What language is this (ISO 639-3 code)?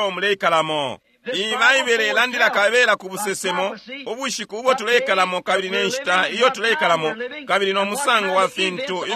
bem